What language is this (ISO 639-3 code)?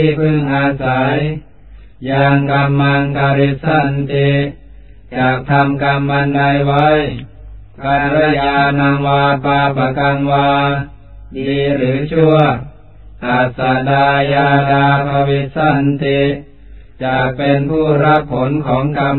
tha